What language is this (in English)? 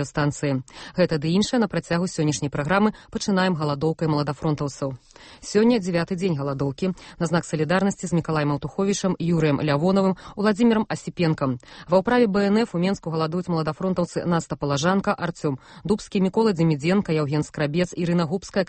Belarusian